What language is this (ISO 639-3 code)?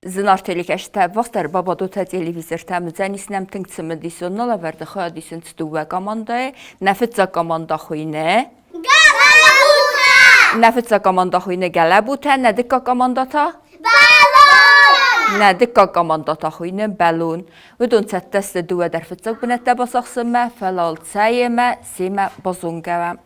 oss